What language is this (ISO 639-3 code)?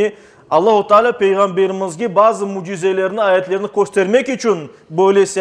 crh